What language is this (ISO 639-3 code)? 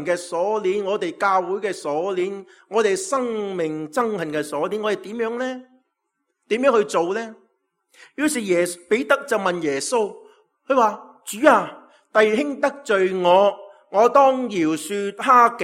yue